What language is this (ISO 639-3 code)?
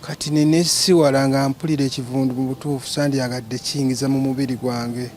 lug